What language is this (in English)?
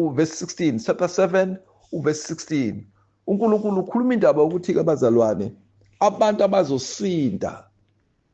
Zulu